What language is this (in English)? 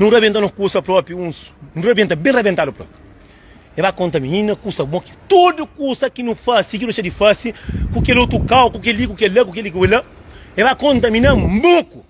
Kabuverdianu